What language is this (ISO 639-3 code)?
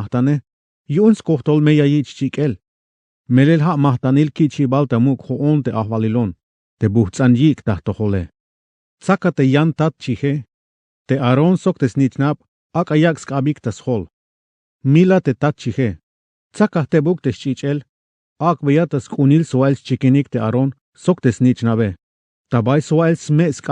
tzh